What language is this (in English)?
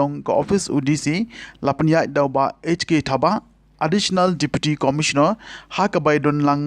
Khasi